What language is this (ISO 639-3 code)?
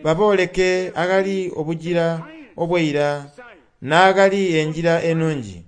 xog